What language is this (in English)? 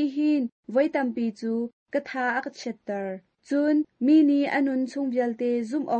Hakha Chin